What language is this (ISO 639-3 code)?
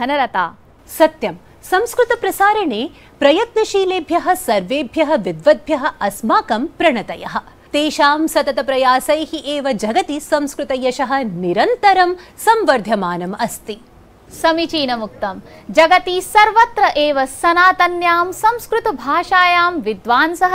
san